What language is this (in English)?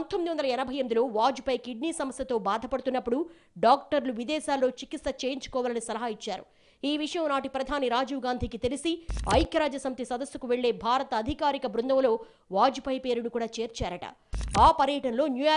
Telugu